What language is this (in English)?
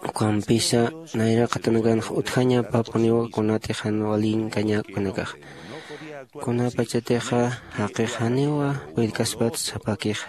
Aymara